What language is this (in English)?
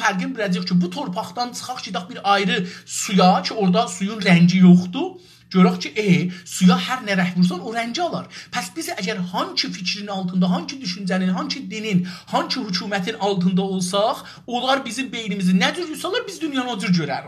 South Azerbaijani